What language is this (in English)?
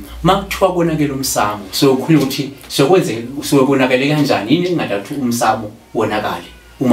Zulu